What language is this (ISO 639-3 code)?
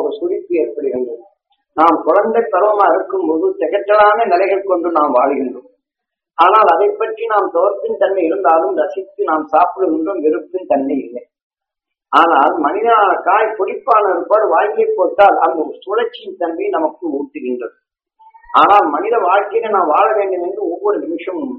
tam